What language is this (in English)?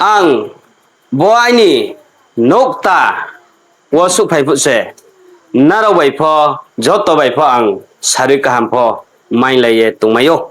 Riang (India)